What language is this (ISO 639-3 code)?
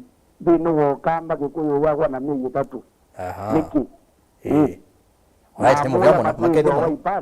kam